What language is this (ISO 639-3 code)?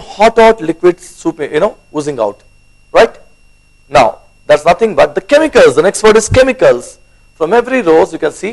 eng